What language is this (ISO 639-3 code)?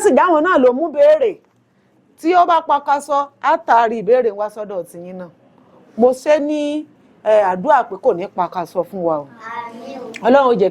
yor